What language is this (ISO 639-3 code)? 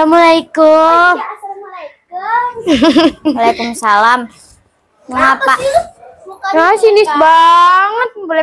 bew